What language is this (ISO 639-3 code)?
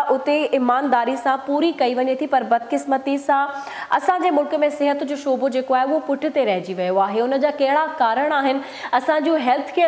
snd